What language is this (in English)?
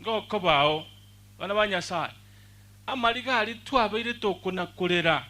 Gusii